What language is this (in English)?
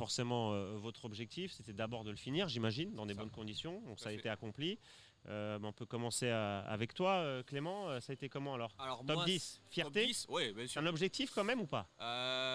French